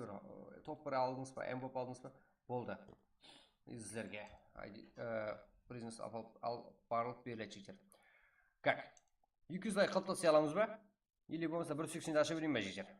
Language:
Kara-Kalpak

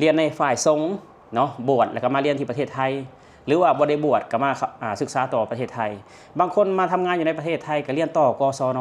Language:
Lao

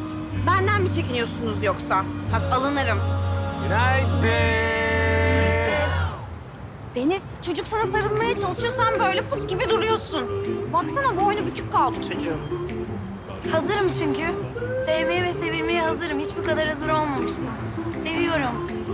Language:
Turkish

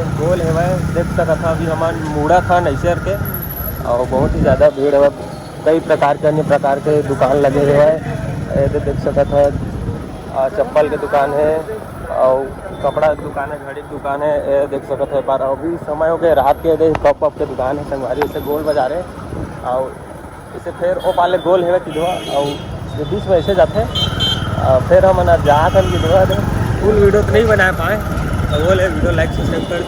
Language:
Chhattisgarhi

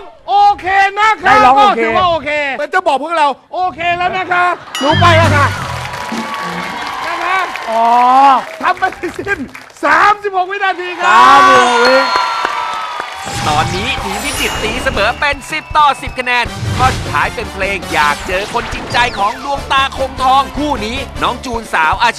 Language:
Thai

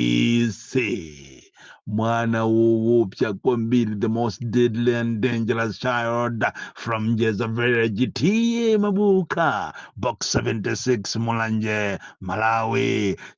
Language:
Nyanja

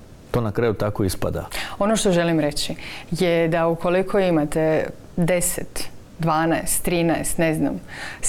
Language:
Croatian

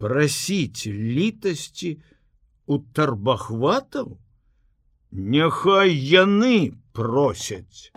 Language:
Belarusian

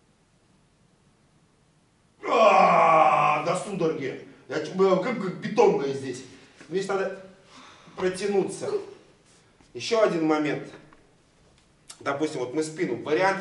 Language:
Russian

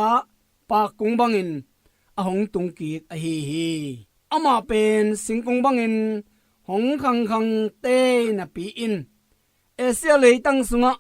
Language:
Tedim Chin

